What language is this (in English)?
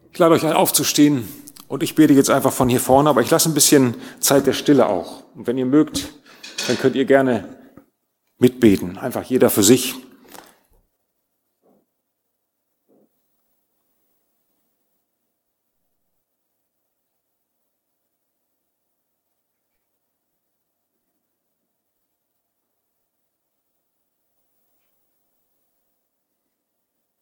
German